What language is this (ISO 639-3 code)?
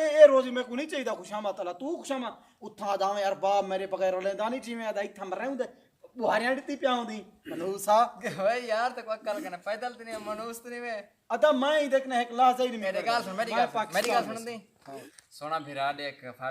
skr